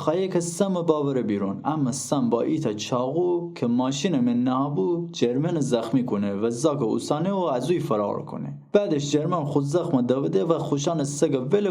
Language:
Gilaki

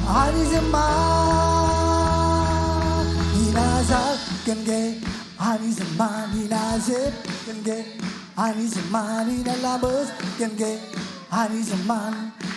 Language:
Marshallese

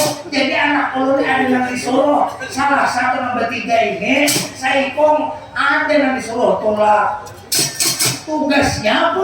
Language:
Banjar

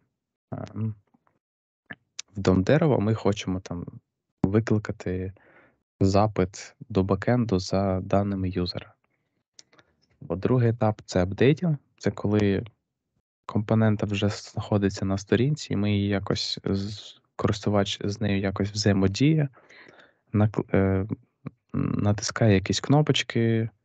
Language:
Ukrainian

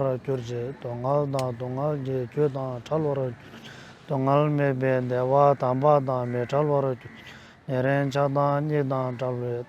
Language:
Tibetan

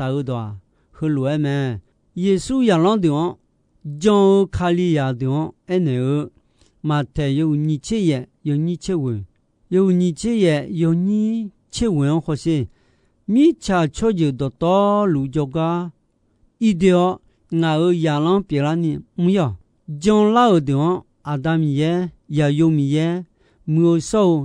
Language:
Akha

